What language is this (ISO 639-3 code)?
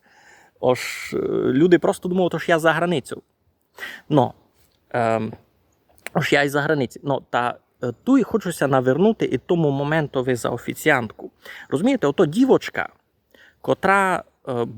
rue